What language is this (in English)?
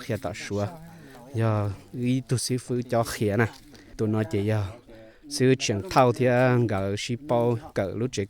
Hmong